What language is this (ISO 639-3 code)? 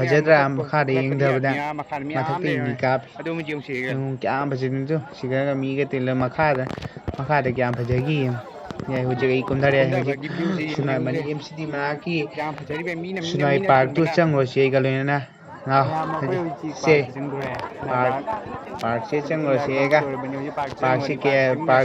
mni